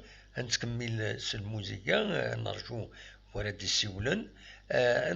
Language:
Kabyle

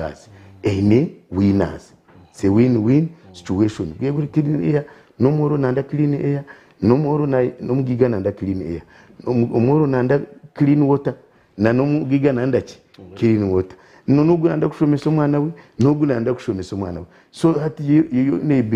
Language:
Nyankole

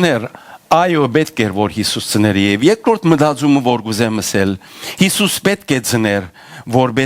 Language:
Western Armenian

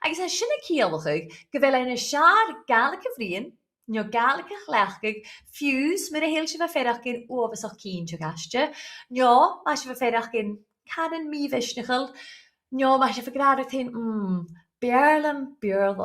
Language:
Scottish Gaelic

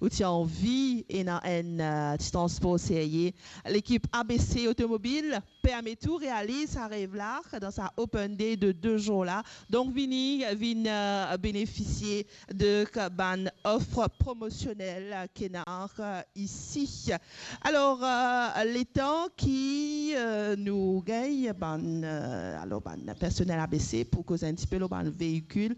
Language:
Morisyen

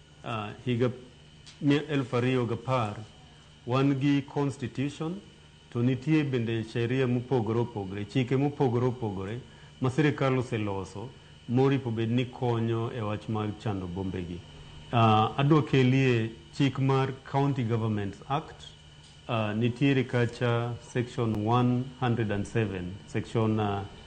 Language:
Luo (Kenya and Tanzania)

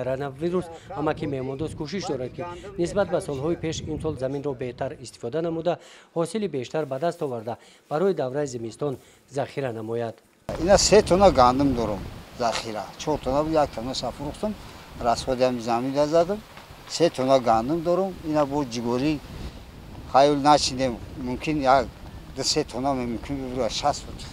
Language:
Tajik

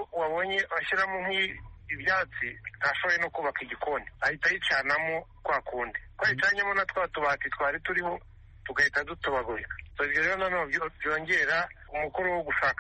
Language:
Kinyarwanda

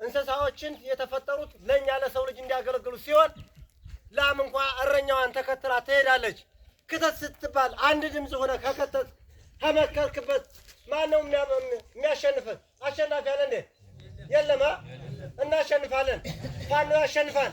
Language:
Amharic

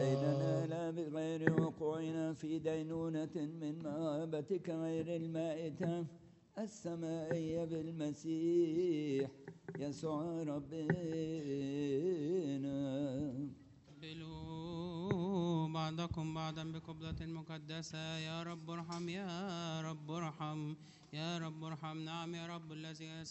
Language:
Arabic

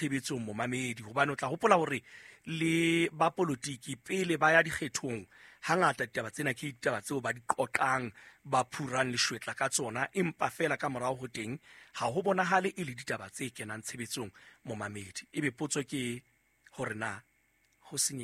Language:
Southern Sotho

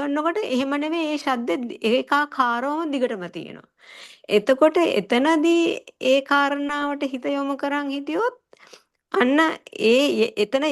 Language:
Sinhala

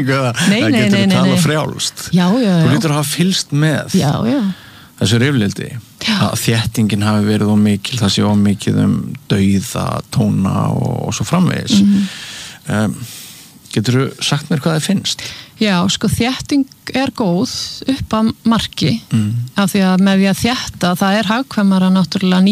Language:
Icelandic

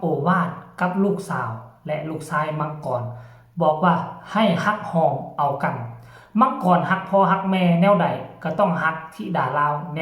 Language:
Northeastern Thai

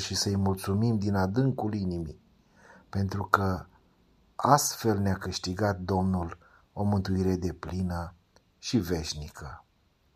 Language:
Romanian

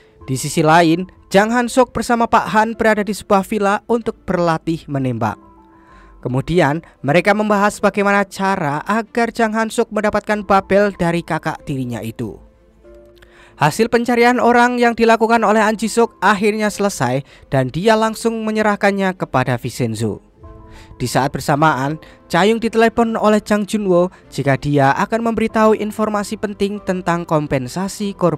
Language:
Indonesian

